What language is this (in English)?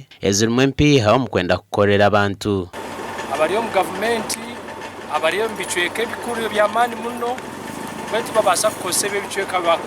Nyankole